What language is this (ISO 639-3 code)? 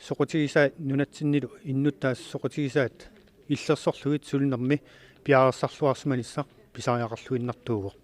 kal